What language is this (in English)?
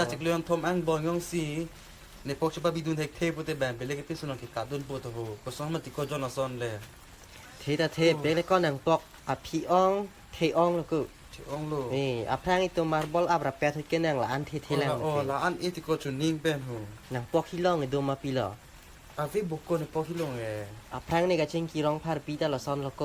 Karbi